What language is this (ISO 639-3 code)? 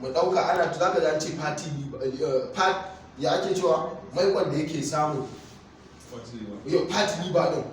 hau